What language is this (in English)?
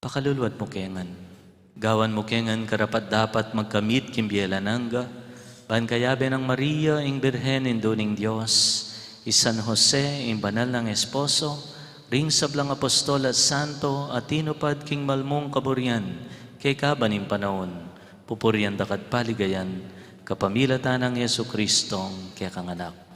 Pampanga